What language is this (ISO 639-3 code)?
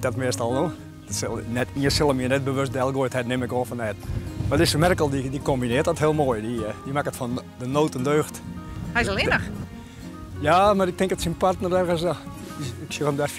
fry